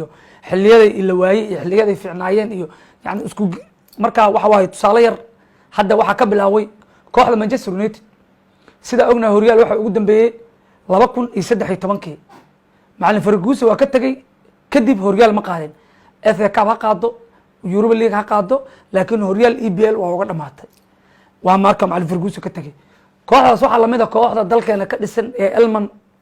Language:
Somali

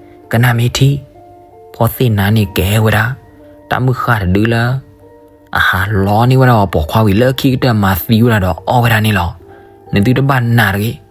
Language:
S'gaw Karen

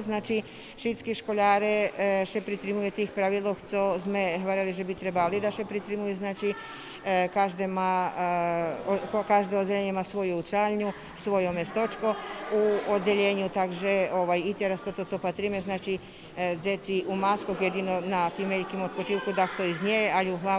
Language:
Rusyn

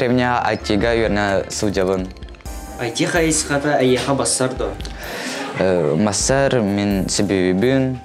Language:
Yakut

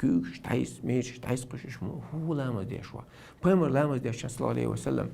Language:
Chechen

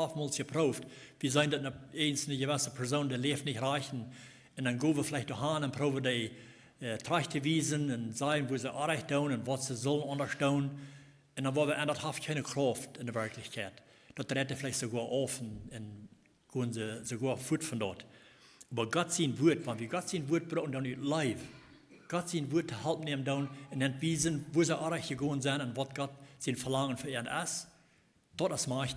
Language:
Plautdietsch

